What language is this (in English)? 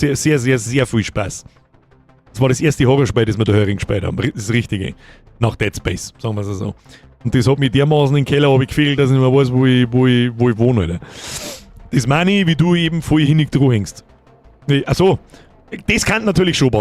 Bavarian